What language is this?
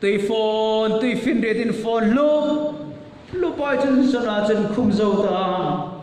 Hmar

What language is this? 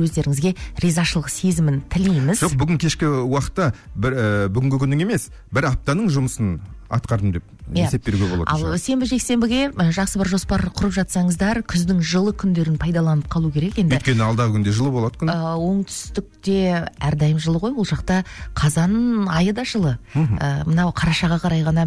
Kazakh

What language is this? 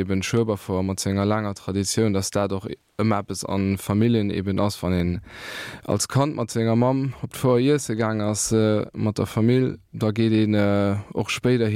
Luxembourgish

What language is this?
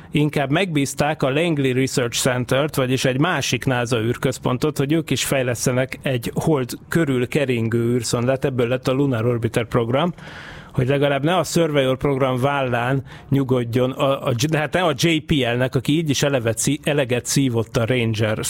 Hungarian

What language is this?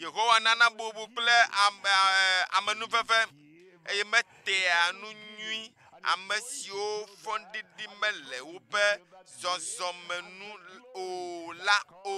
Ewe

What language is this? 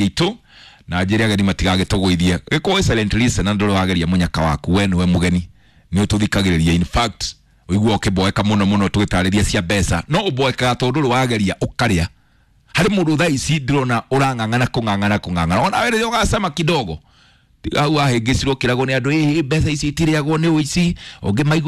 Kikuyu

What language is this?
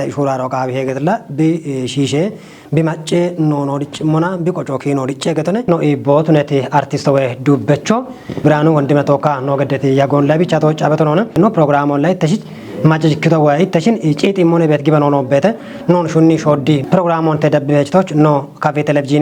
Kafa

